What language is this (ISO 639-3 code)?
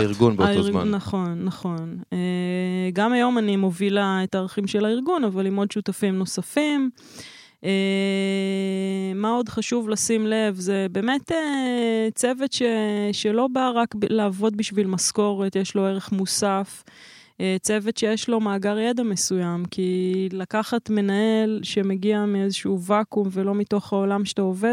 heb